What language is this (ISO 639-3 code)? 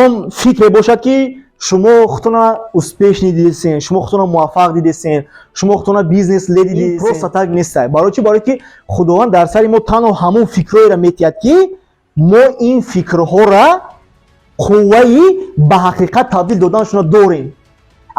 tgk